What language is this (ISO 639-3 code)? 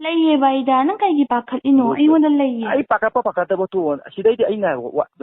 mni